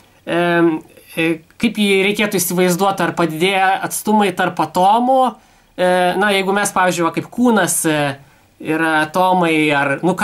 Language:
Lithuanian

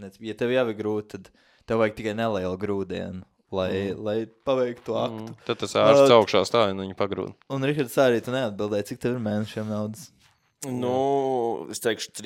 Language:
Latvian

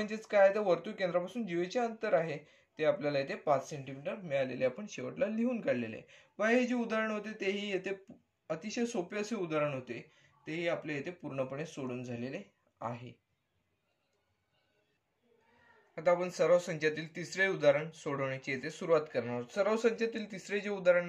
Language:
Marathi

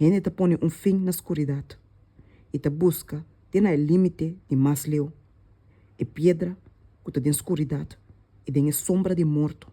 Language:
Papiamento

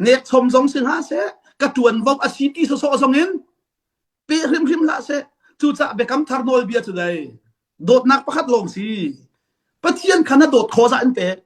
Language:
Hakha Chin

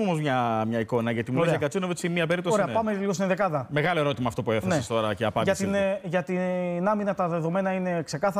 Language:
Greek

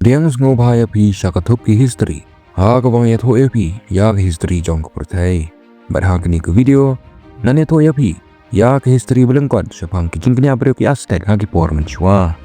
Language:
Khasi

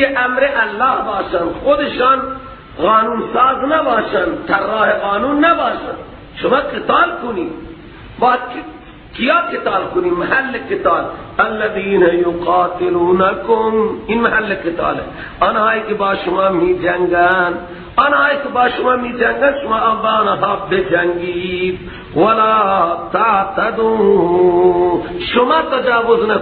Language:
Persian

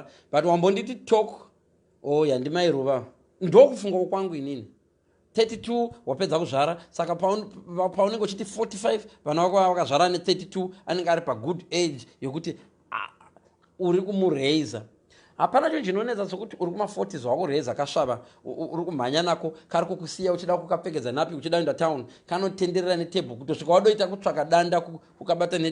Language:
Shona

